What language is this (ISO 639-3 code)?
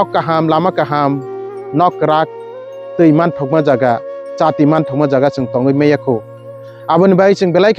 trp